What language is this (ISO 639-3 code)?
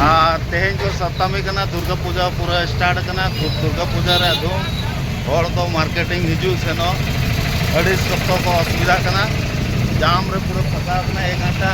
sat